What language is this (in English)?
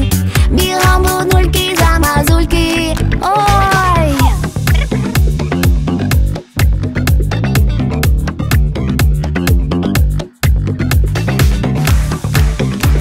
Ukrainian